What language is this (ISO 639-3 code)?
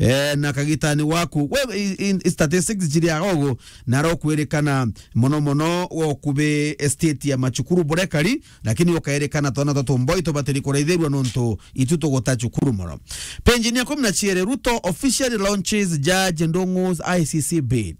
mer